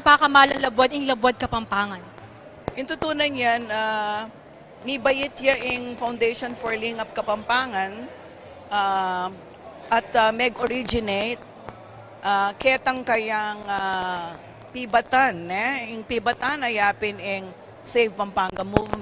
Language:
Pampanga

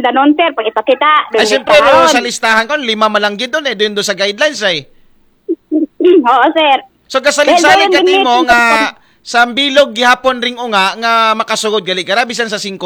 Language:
Aklanon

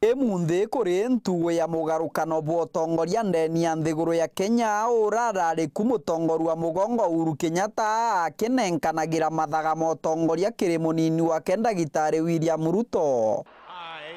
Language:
Meru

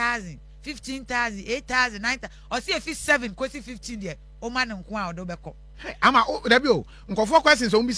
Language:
Akan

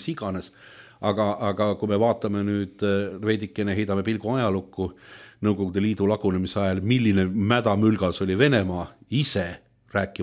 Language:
Estonian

